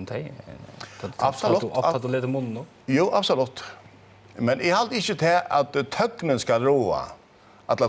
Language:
Faroese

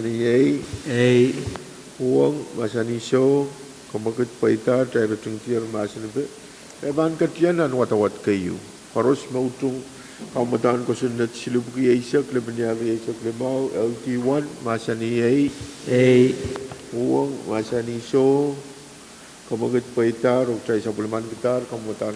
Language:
Pohnpeian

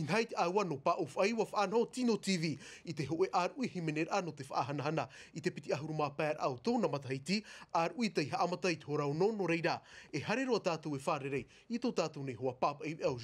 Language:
Tahitian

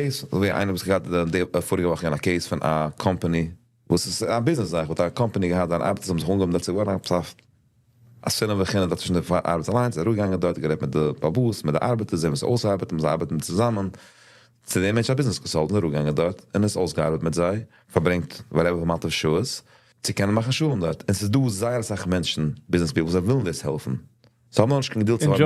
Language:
Yiddish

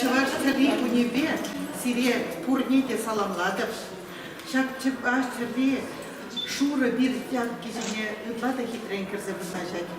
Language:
Chuvash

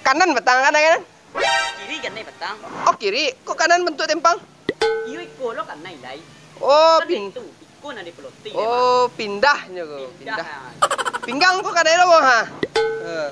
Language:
Minangkabau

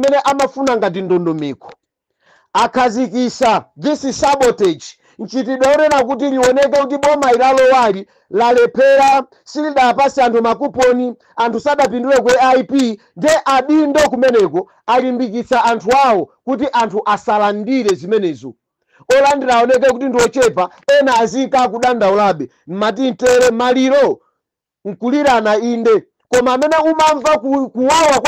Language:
Nyanja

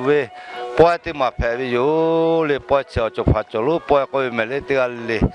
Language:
Lahu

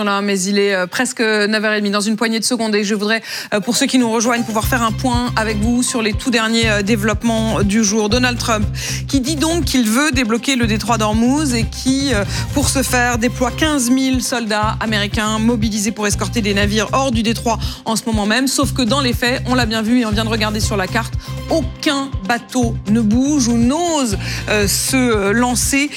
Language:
French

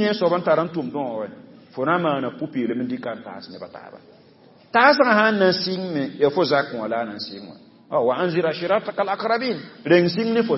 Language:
Mossi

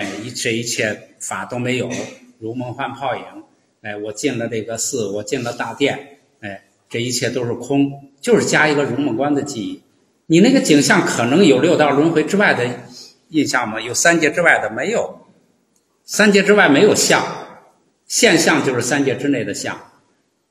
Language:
Chinese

